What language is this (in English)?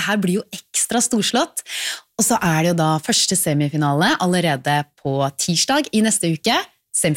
Norwegian